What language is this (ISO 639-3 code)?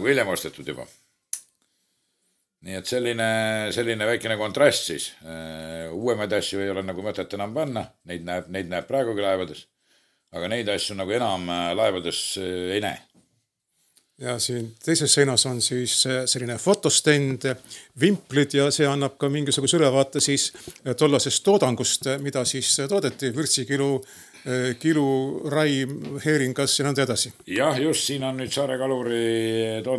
est